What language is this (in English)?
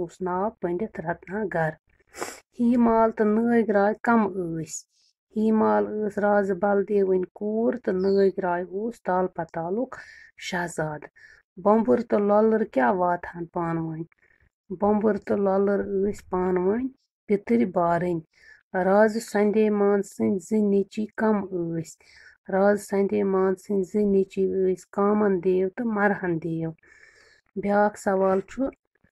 Kashmiri